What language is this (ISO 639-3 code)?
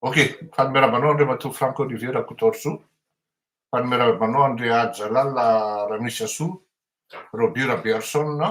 mlg